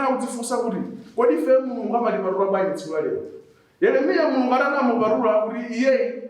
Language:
Nyanja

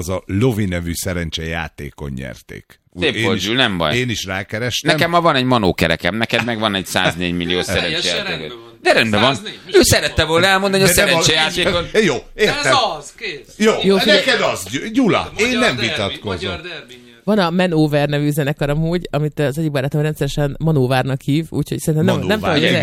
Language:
Hungarian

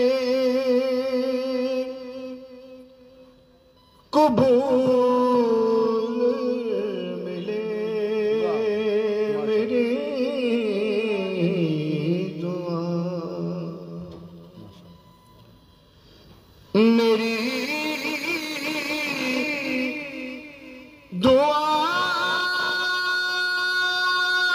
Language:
Urdu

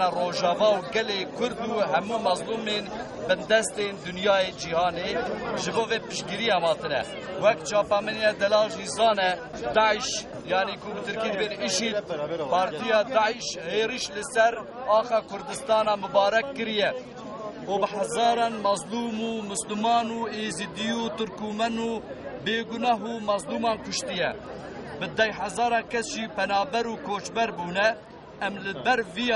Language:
Kurdish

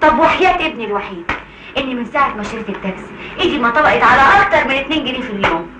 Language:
Egyptian Arabic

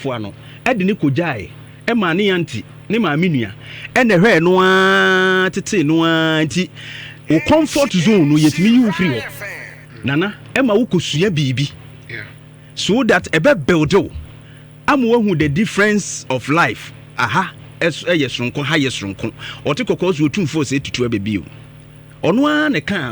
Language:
Akan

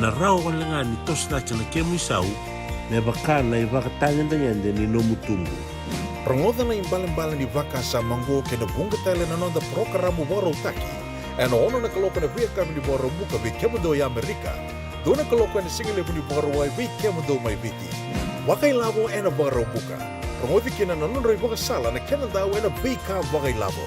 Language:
Fijian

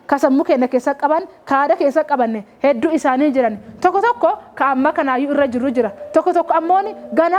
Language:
Oromo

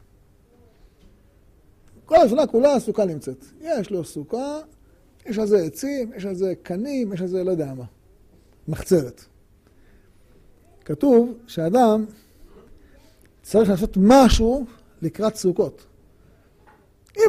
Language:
Hebrew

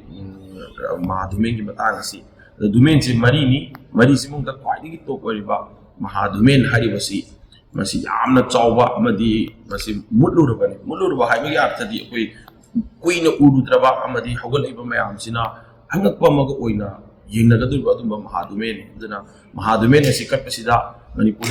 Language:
Manipuri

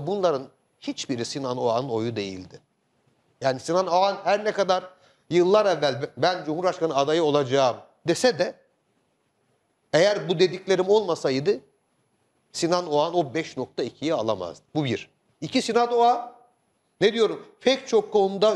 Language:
Turkish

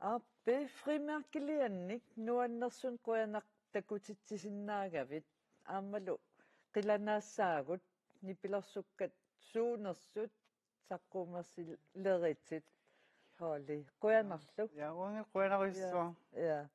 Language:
Kalaallisut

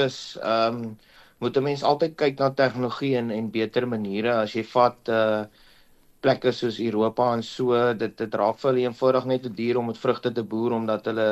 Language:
Afrikaans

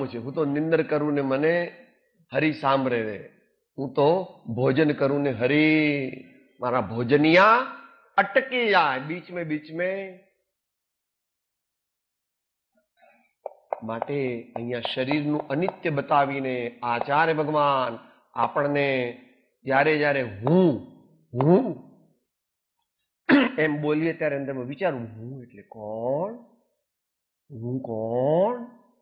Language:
Gujarati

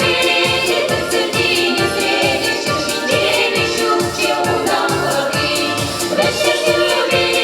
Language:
Chuvash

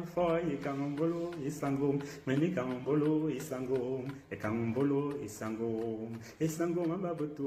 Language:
Fang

